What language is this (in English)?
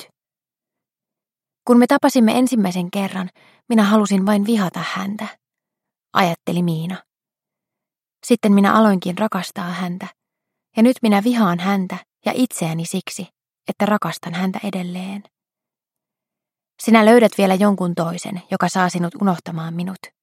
Finnish